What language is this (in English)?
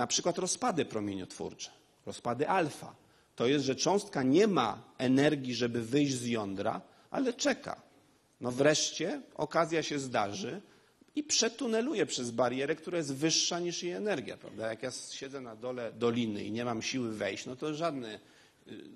Polish